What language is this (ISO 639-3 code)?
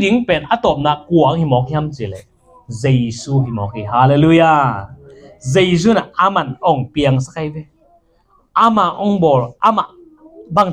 ctd